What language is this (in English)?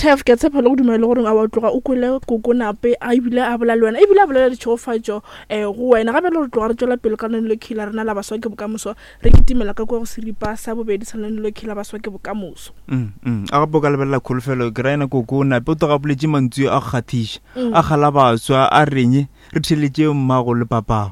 Northern Sotho